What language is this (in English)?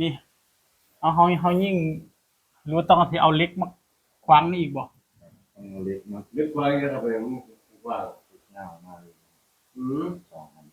Northeastern Thai